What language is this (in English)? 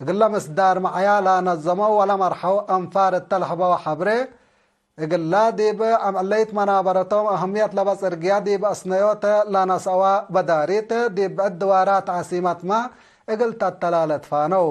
Tigre